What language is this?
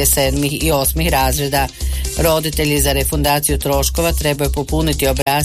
Croatian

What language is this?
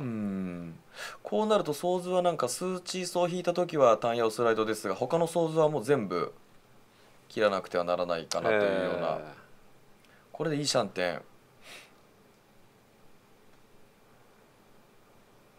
Japanese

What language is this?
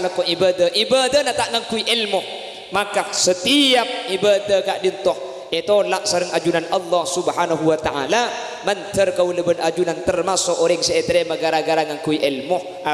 Madurese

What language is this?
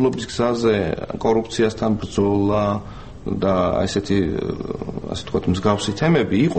Georgian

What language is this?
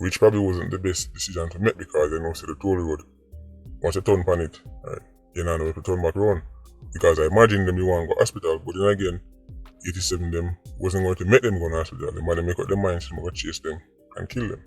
Jamaican Creole English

